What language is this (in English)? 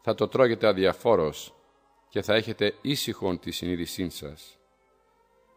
Greek